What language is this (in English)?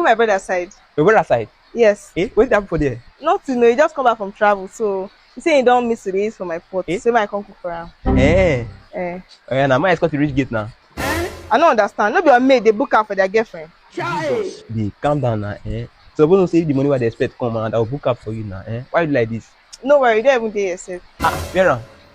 Nigerian Pidgin